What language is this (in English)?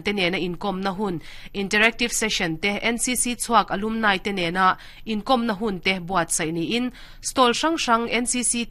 Mizo